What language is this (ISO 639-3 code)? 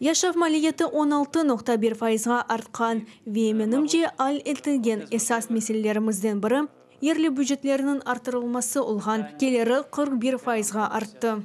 crh